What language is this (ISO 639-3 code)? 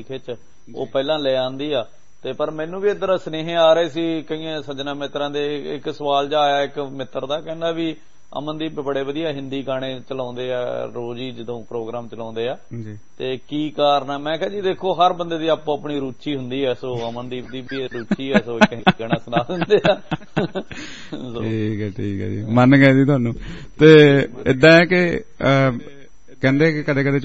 pan